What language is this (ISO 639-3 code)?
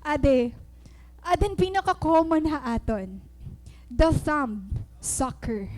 war